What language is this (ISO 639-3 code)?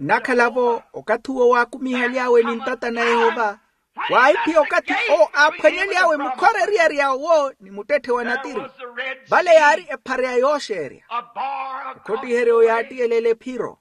vmw